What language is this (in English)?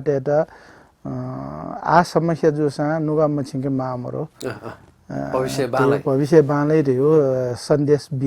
Newari